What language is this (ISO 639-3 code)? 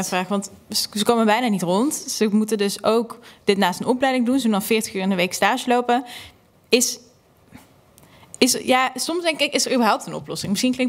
nld